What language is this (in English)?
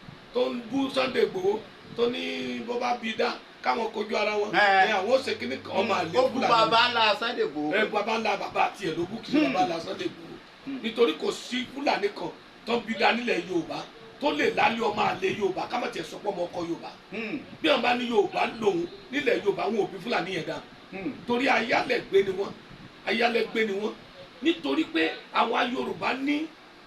Yoruba